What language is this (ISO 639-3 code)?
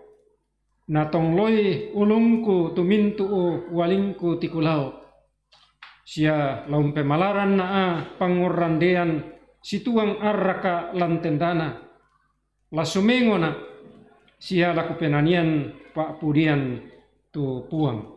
sda